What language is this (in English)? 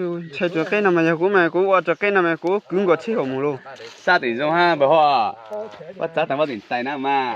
Hmong